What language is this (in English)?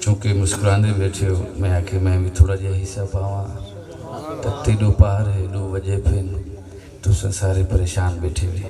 Saraiki